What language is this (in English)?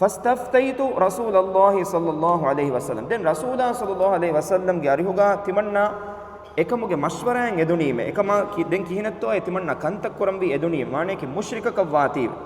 Divehi